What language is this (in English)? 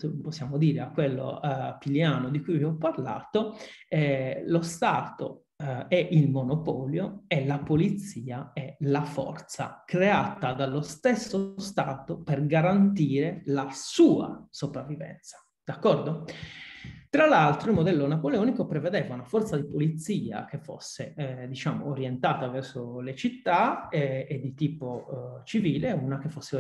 Italian